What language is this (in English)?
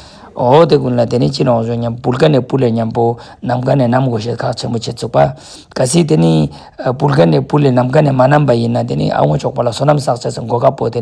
Ladakhi